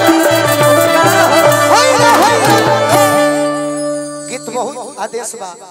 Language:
Bhojpuri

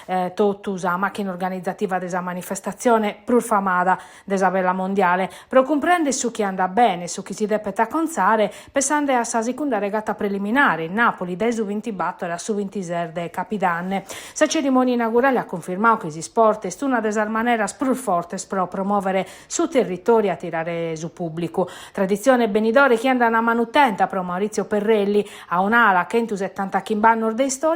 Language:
Sardinian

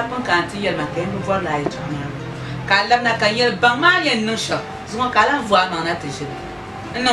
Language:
Dagbani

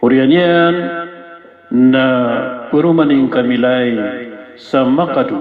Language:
Maranao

